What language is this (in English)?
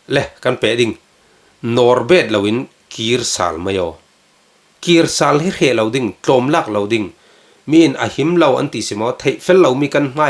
Falam Chin